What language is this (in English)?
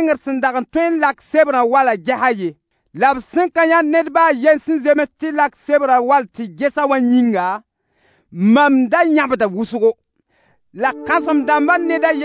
Mossi